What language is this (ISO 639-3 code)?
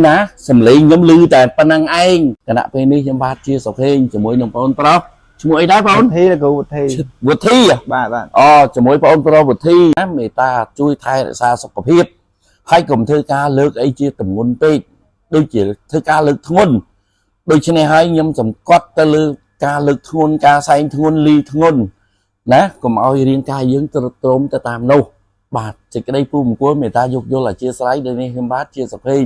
khm